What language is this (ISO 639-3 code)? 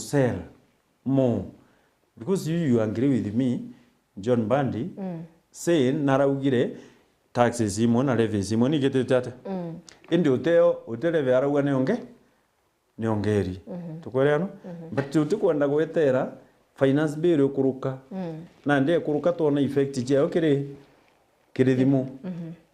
mer